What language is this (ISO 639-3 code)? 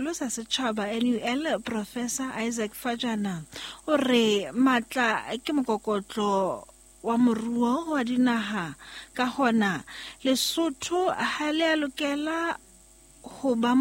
sot